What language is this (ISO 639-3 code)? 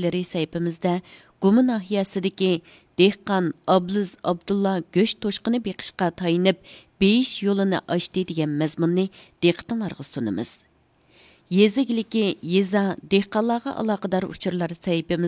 uig